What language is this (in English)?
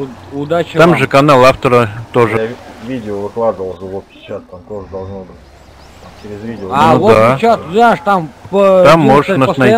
Russian